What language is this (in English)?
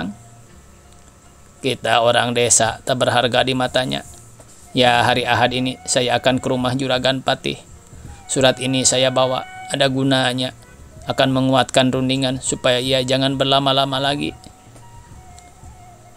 Indonesian